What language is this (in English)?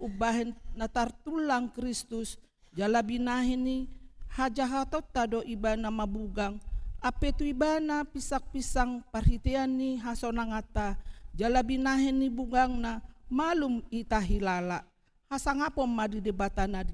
Batak Toba